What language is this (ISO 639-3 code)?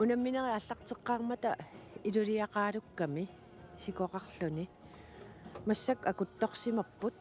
kal